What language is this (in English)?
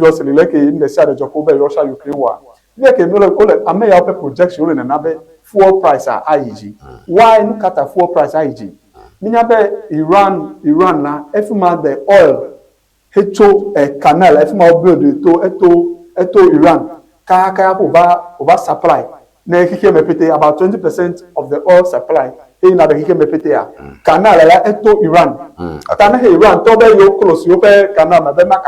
Ewe